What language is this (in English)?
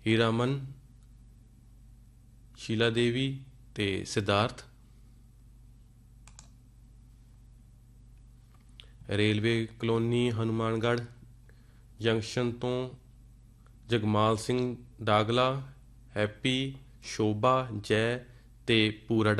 Punjabi